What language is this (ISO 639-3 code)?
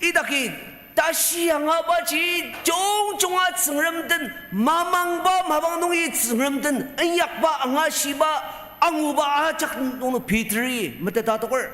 njo